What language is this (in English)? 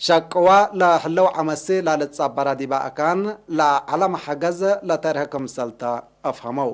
Tigre